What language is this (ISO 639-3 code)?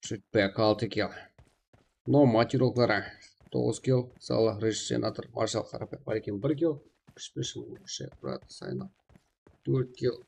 kaa